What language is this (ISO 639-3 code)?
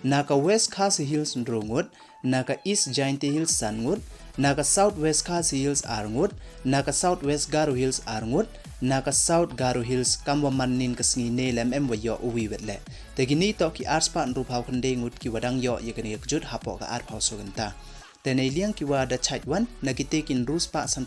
pbv